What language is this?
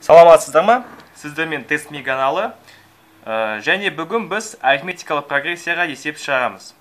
Kazakh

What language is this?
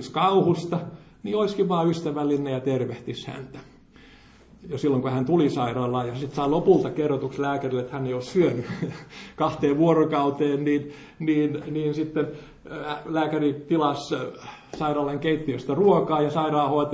Finnish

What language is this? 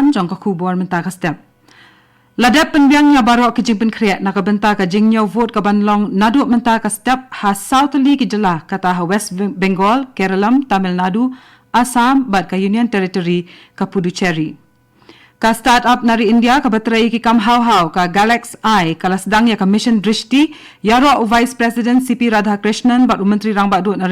Khasi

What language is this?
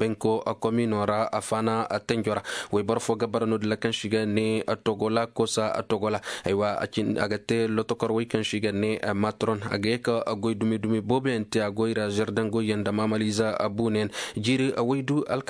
Koyraboro Senni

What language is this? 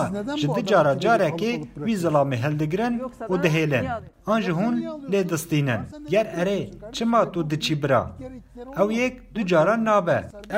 Kurdish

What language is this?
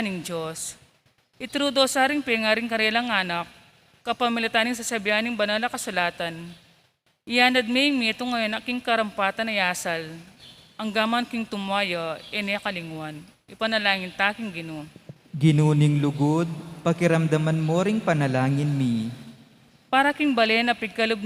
Pampanga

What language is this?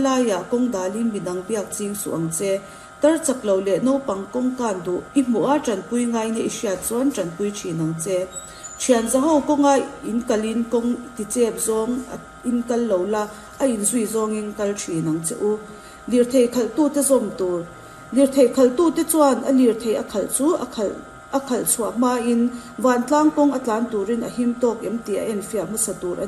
Mizo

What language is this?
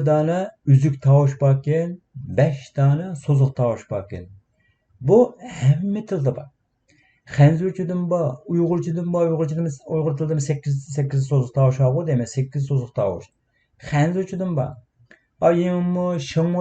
Uyghur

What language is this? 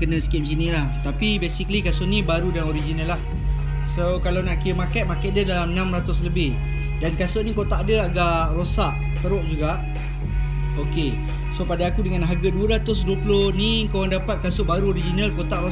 Malay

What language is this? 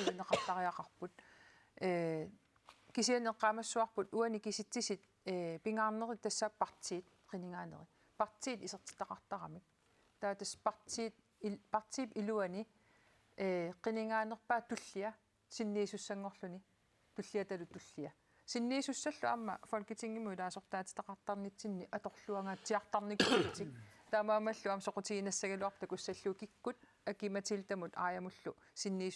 Kalaallisut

